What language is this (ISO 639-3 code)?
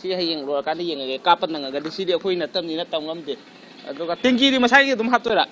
mni